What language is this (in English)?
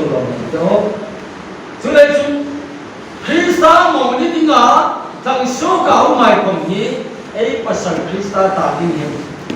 Hmar